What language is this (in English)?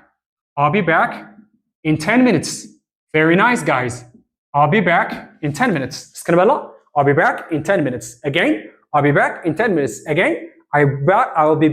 Tigrinya